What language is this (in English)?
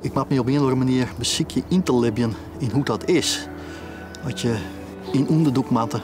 Western Frisian